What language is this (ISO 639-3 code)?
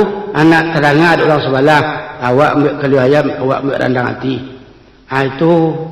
min